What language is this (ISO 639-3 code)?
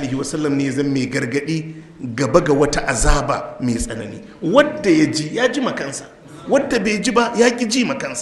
hau